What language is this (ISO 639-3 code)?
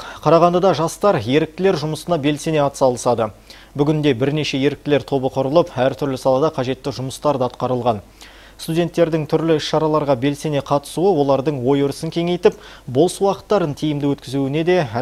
kaz